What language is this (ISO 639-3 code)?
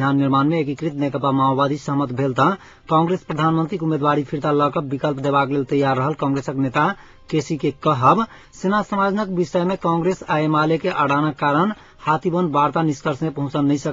mai